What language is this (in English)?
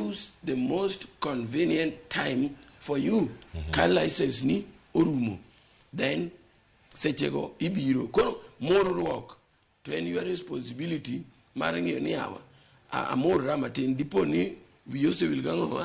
Luo (Kenya and Tanzania)